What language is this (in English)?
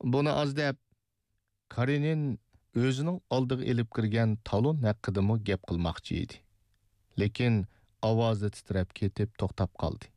Uyghur